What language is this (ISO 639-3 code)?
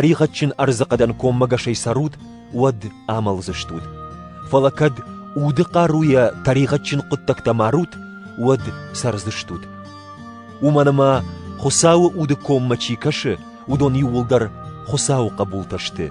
oss